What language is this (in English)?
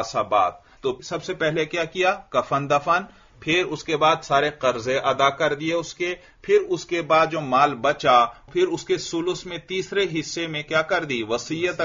Urdu